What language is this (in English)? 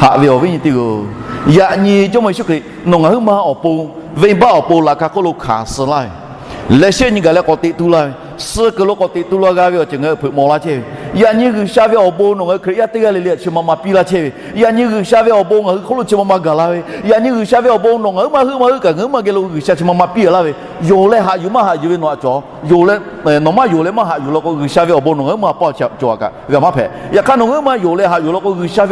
Lahu